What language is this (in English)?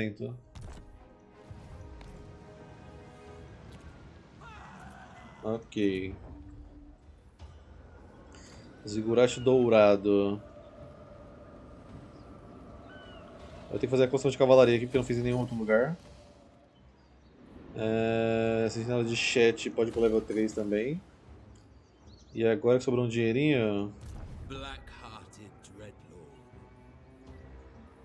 Portuguese